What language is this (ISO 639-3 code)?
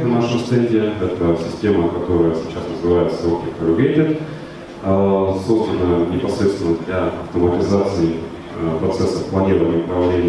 rus